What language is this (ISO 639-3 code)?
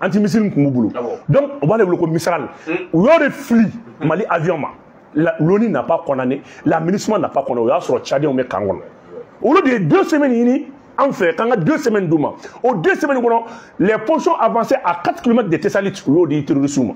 bam